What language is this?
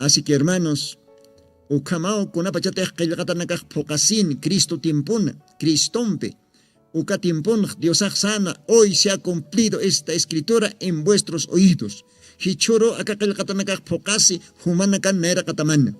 Aymara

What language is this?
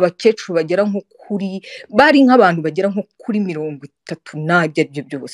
Kinyarwanda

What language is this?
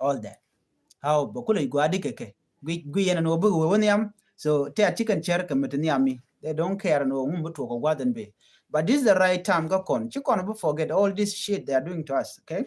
Nuer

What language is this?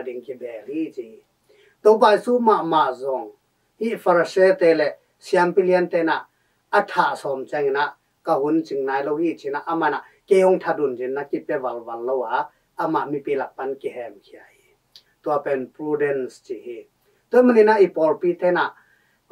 Tedim Chin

